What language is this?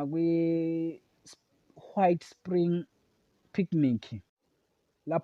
Zulu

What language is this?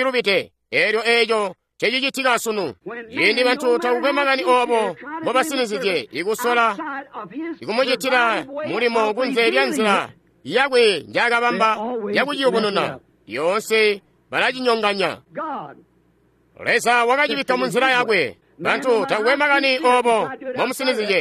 Tonga (Zambia)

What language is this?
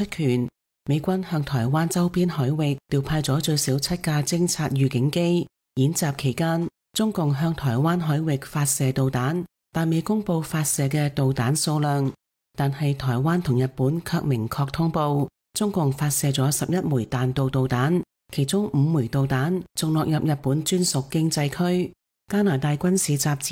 Cantonese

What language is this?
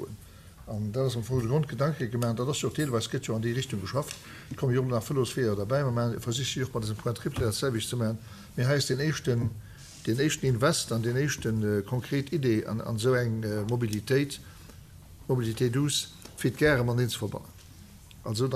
Luxembourgish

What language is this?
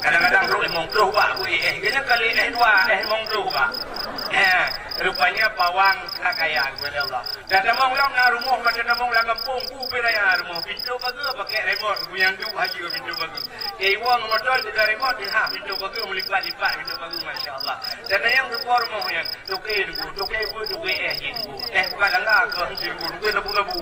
Achinese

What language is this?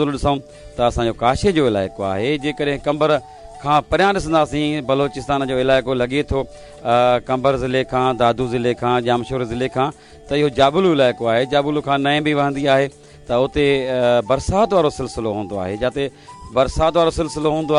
Sindhi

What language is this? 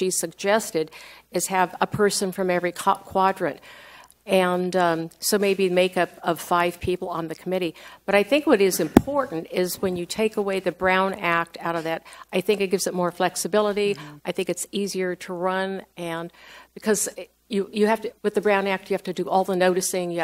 English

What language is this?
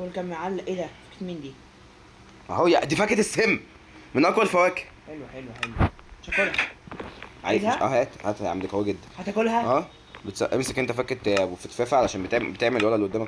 Egyptian Arabic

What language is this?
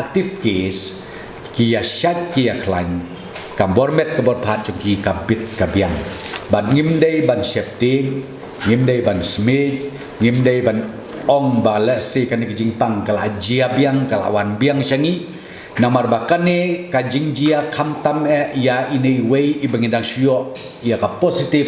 Khasi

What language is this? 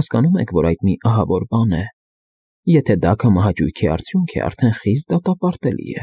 Armenian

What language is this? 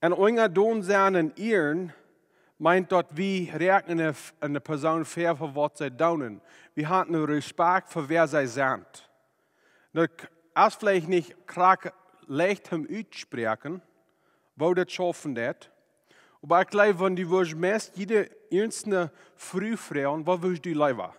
Plautdietsch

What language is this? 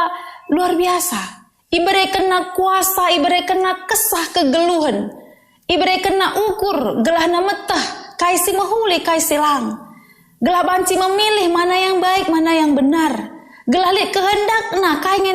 Batak Karo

